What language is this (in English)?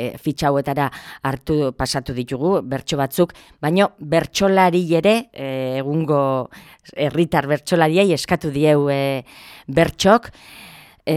Basque